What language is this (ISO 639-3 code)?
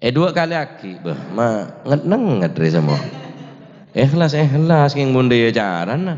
mad